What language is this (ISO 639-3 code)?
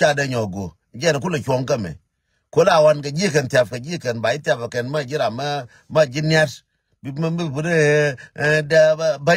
nus